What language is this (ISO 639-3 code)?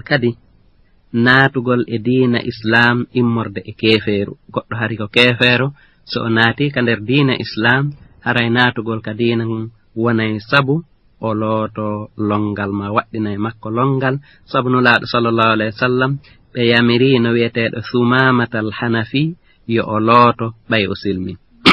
ful